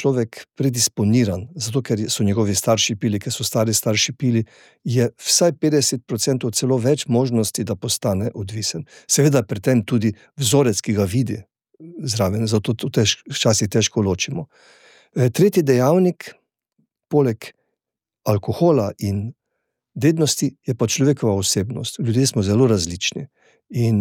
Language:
Slovenian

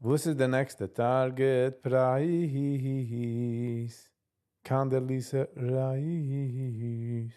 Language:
Yiddish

